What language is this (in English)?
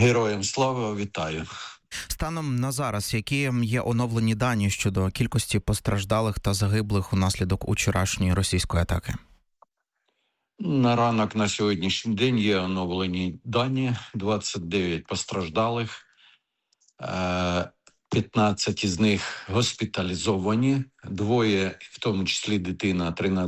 Ukrainian